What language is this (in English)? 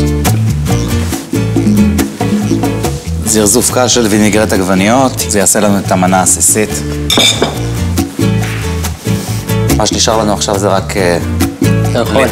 Hebrew